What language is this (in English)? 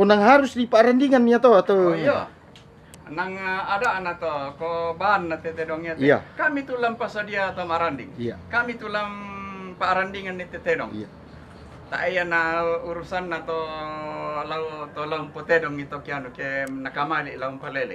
Toraja-Sa'dan